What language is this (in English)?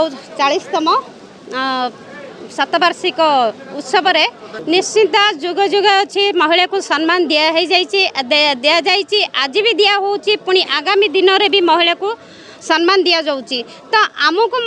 Odia